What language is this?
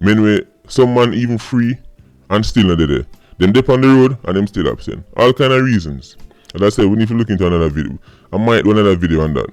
Jamaican Creole English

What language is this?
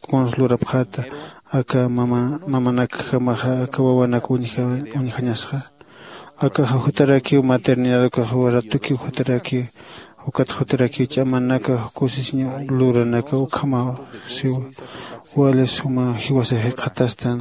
Aymara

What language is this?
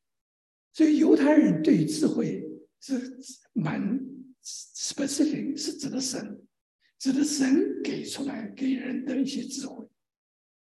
Chinese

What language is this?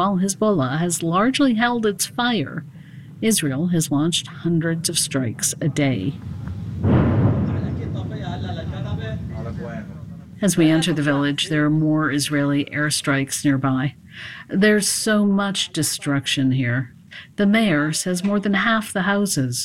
English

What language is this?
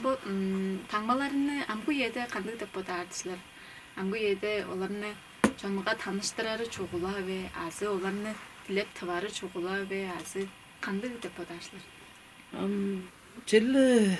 Tuvinian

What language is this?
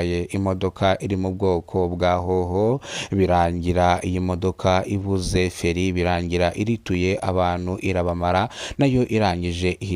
Kinyarwanda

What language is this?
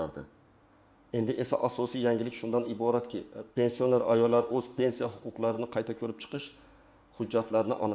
Uzbek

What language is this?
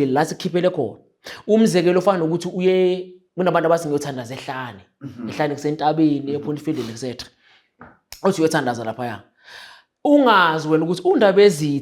Zulu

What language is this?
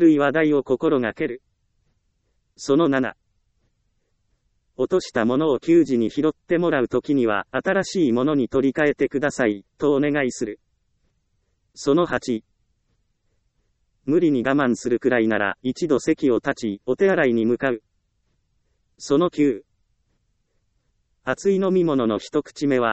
Japanese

